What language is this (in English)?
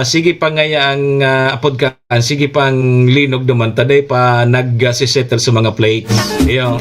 Bikol